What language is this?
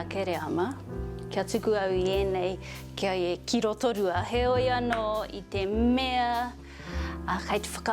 Māori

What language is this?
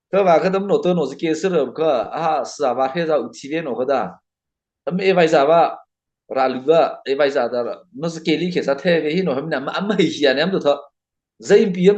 Mara Chin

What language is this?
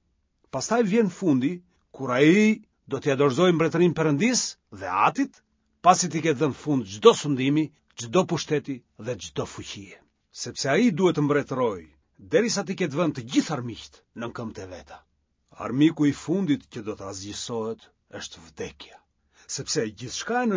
Albanian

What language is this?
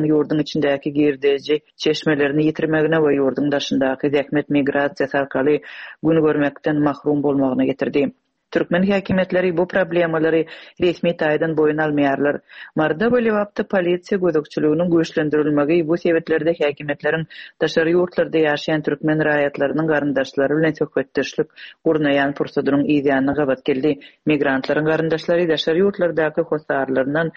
Turkmen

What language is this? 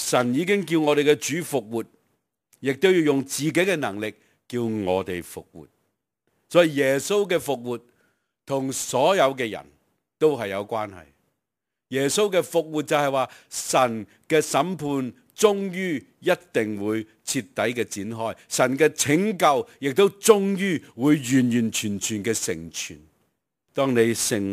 Cantonese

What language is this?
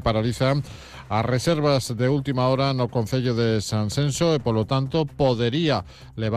Galician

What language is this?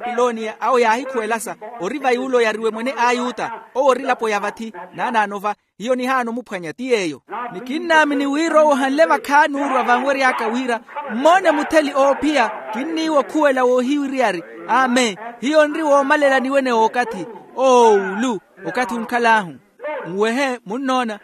Makhuwa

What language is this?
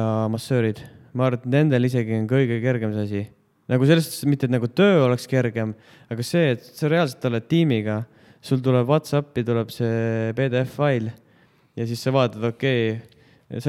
Estonian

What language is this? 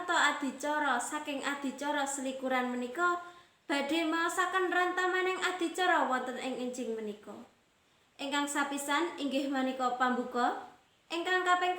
Javanese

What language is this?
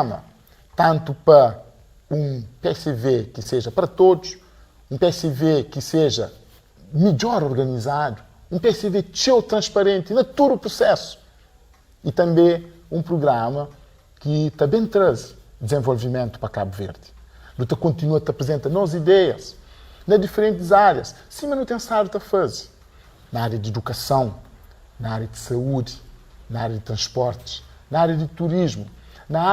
Kabuverdianu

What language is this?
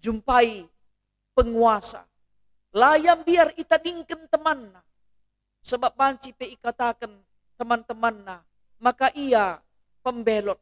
Batak Karo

